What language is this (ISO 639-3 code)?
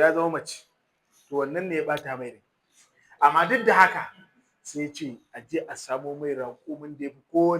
hau